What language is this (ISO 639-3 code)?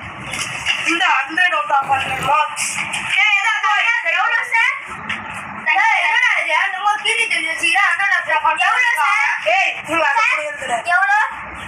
tam